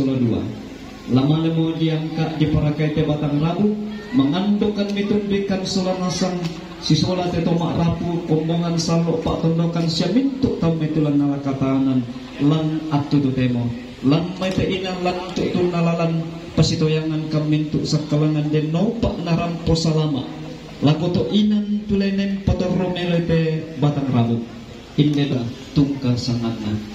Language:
Toraja-Sa'dan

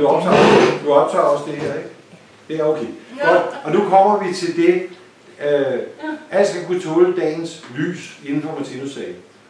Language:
Danish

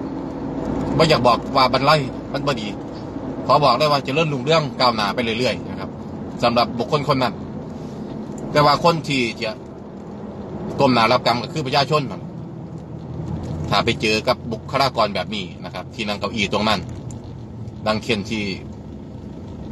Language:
Thai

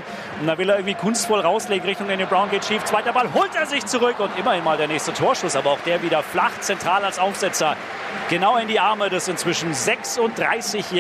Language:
German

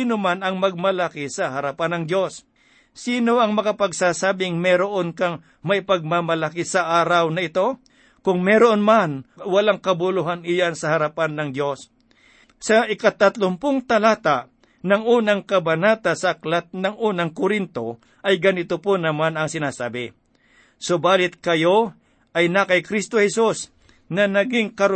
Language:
Filipino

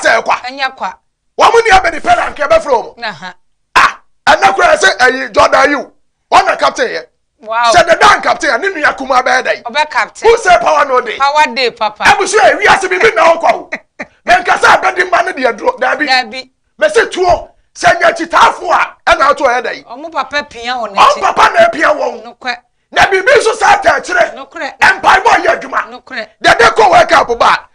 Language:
Akan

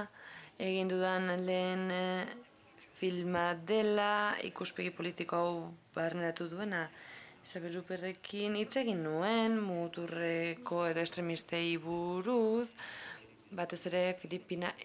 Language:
Basque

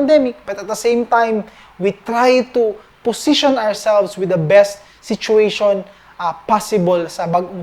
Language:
Cebuano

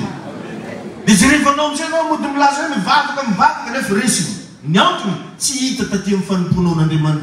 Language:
Malagasy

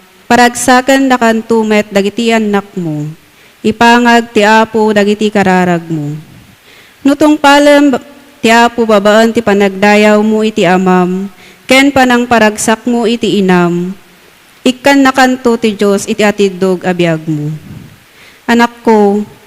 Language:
Iloko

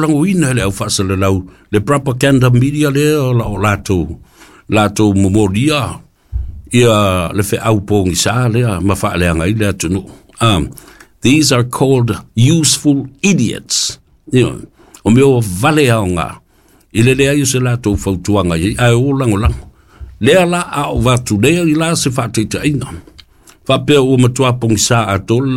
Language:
Samoan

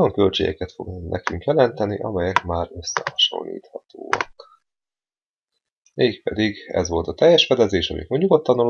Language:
Hungarian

